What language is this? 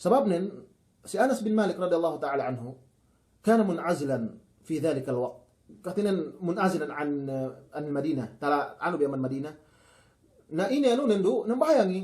Yakan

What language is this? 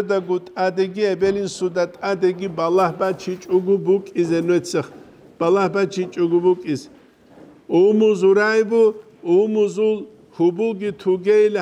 Avaric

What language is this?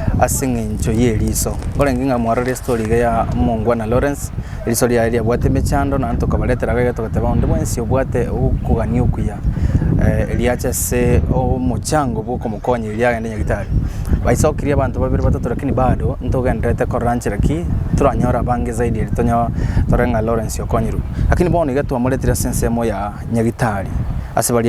Gusii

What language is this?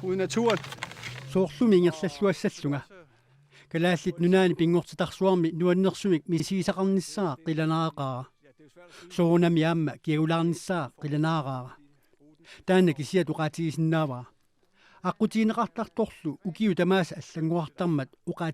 Kalaallisut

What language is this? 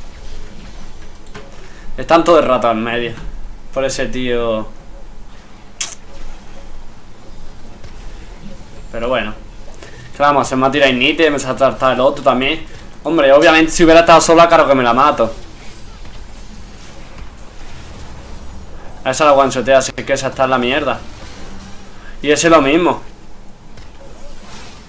Spanish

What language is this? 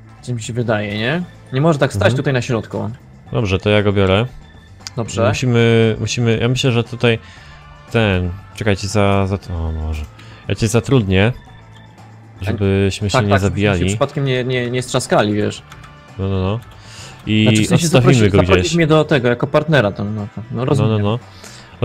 Polish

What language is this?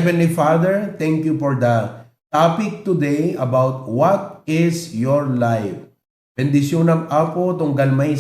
Iloko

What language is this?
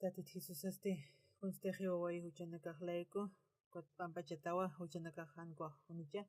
Aymara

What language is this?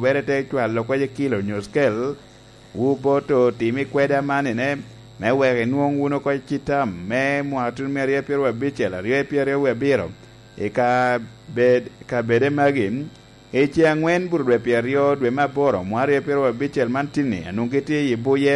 Lango (Uganda)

